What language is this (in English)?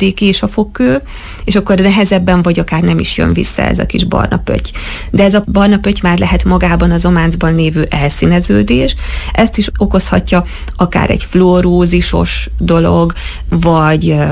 Hungarian